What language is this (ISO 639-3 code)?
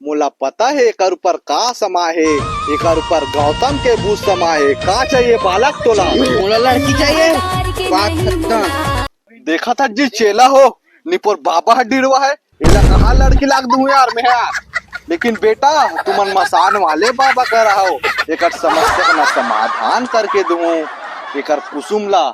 hne